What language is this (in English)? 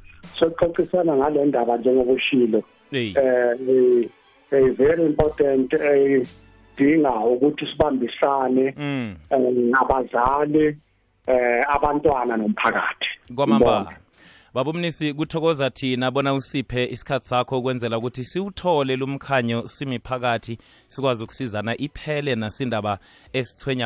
South Ndebele